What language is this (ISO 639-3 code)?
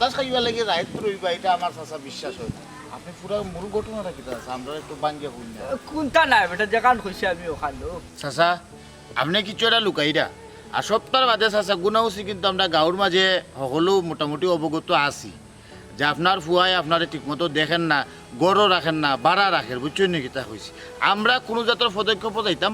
syl